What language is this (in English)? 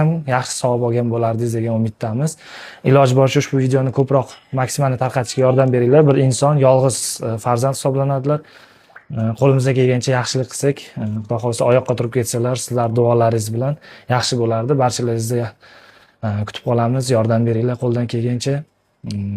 Uzbek